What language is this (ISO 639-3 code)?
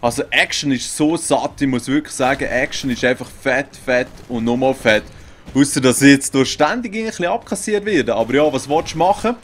gsw